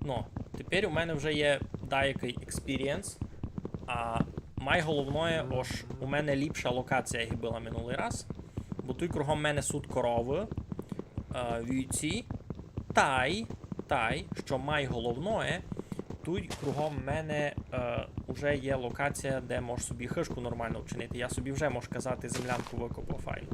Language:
Rusyn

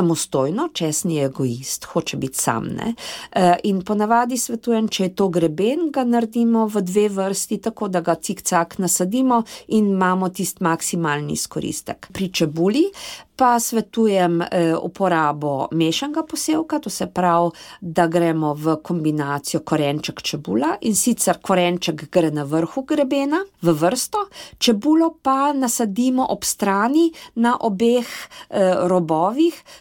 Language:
Slovenian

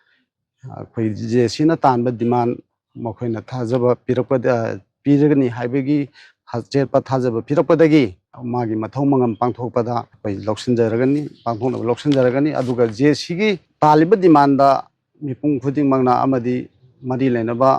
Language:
Manipuri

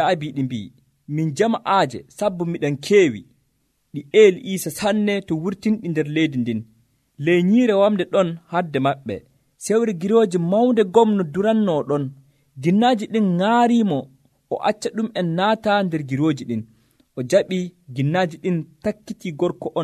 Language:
Nigerian Fulfulde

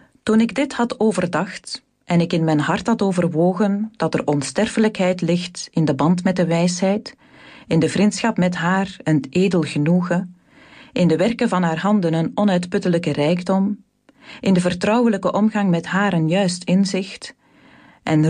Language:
Dutch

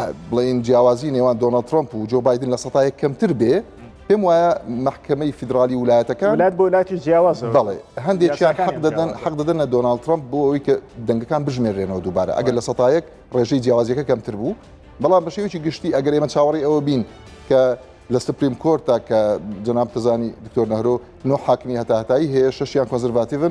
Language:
Central Kurdish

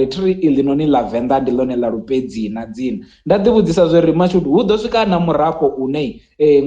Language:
Venda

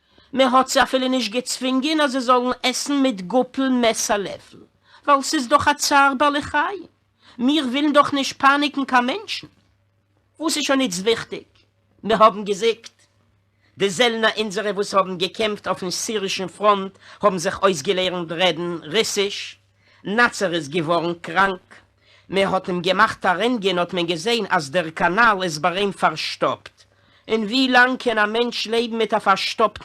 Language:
Yiddish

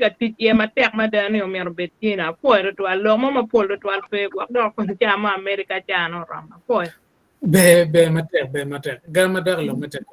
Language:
Acoli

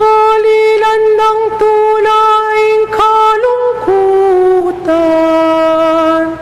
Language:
Pampanga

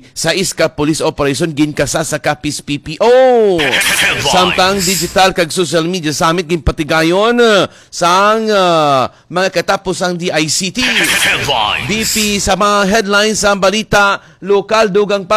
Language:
Hiligaynon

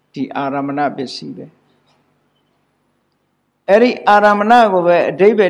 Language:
Burmese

